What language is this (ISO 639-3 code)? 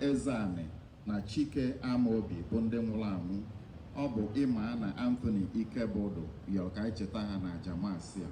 ibo